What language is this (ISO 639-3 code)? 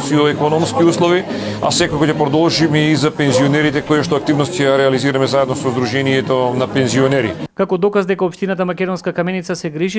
mkd